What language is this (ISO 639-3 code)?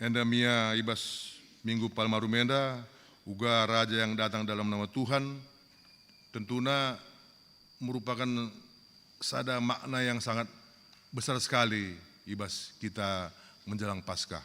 btx